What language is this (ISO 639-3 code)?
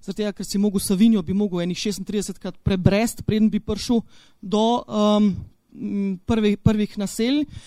slv